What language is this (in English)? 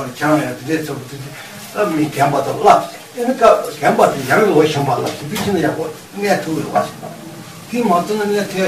Tibetan